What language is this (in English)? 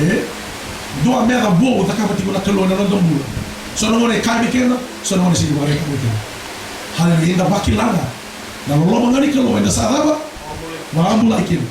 Fijian